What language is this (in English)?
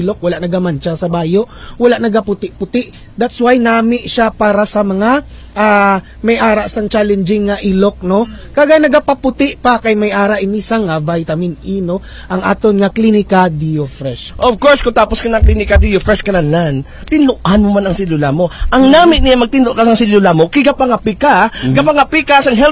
Hiligaynon